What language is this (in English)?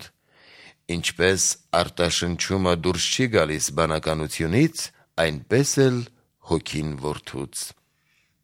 Armenian